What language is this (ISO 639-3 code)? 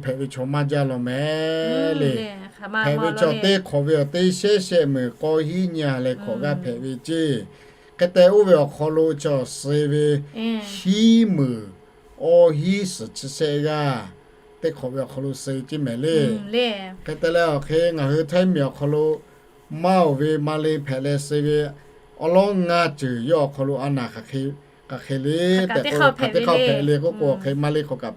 lhu